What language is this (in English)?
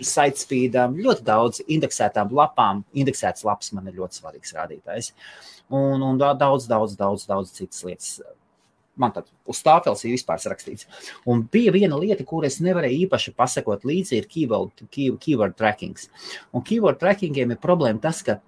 Latvian